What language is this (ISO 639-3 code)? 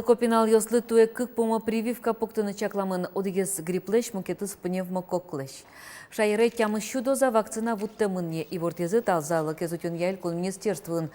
udm